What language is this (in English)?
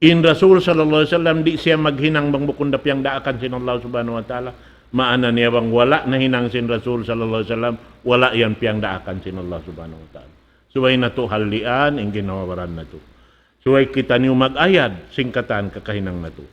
Tausug